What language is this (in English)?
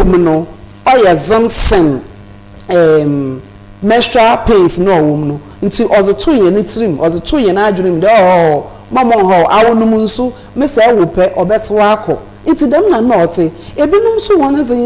Akan